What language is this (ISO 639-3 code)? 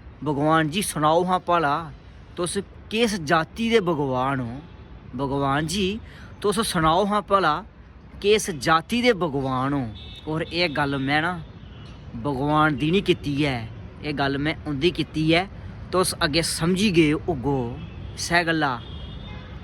doi